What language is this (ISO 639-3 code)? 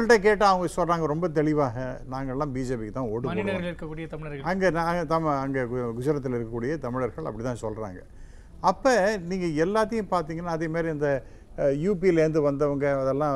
tam